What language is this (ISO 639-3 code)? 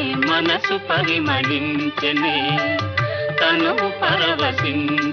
tel